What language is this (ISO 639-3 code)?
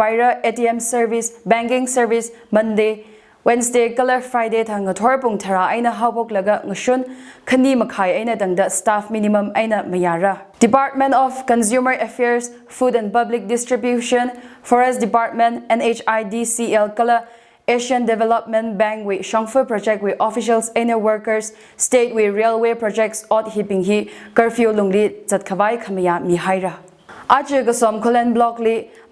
nmf